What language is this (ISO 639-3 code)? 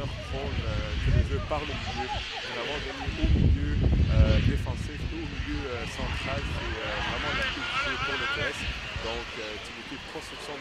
fra